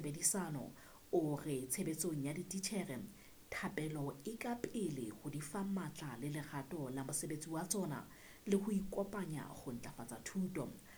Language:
Southern Sotho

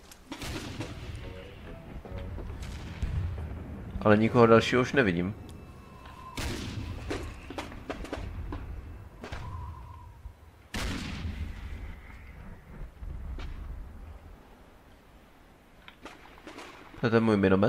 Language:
Czech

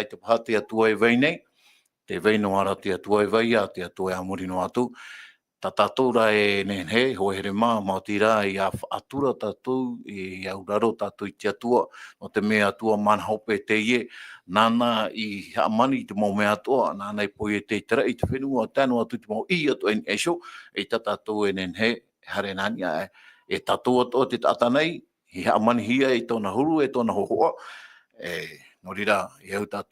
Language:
Tahitian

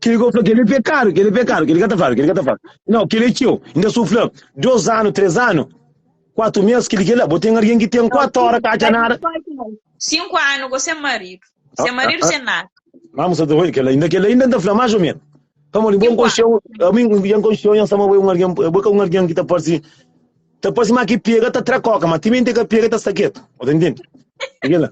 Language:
Kabuverdianu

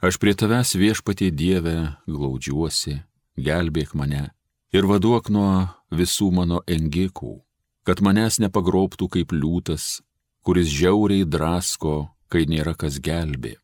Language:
Lithuanian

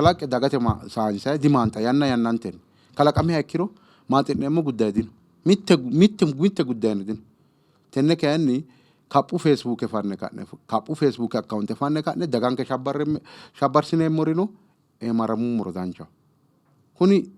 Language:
Sidamo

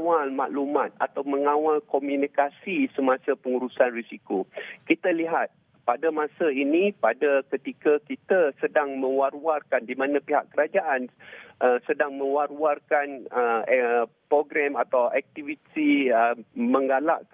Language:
Malay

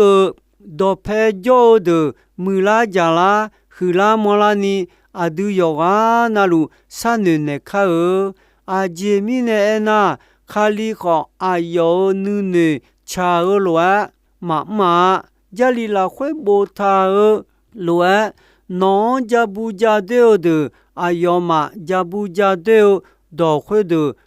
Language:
Akha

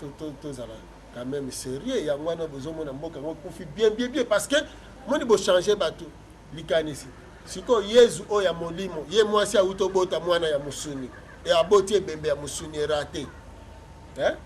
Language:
Lingala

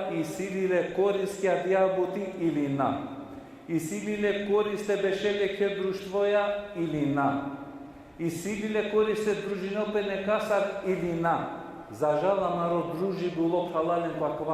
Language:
Balkan Romani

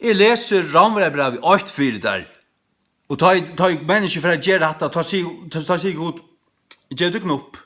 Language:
Faroese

